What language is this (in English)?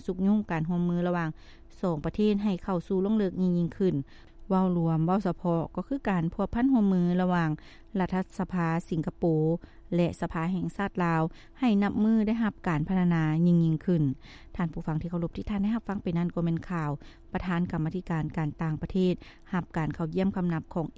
Lao